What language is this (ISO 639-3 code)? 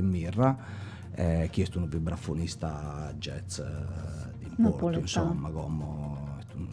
srd